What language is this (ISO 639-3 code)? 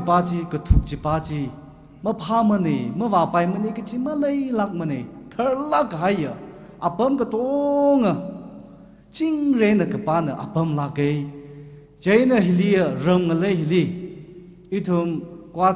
nmf